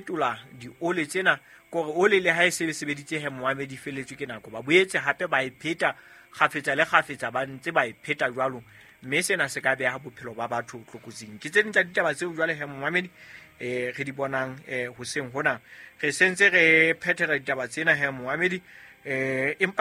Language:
Southern Sotho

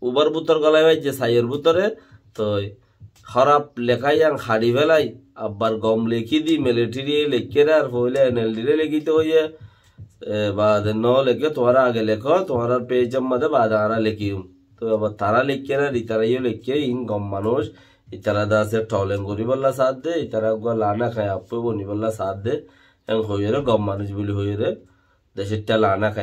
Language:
Rohingya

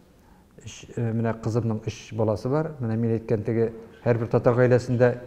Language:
Tatar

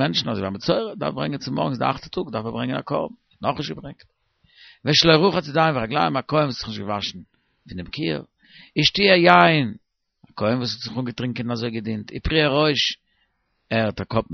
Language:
Yiddish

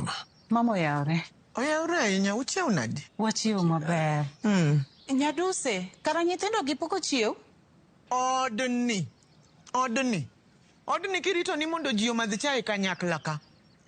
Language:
Luo (Kenya and Tanzania)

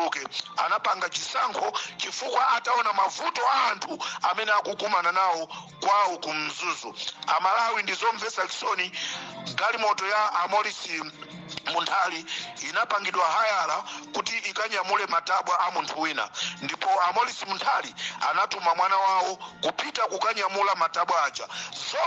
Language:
Nyanja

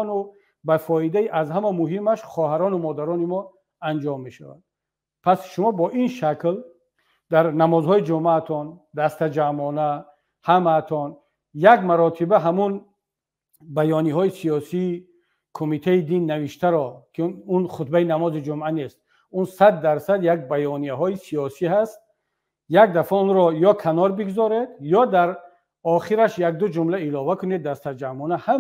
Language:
Tajik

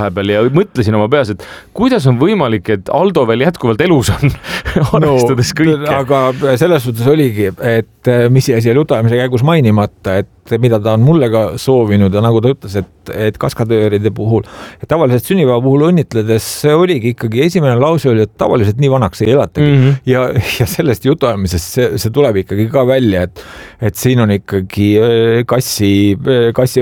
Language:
Estonian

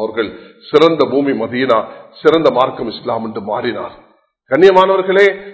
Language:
Tamil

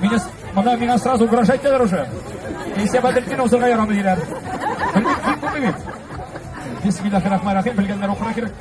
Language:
Tatar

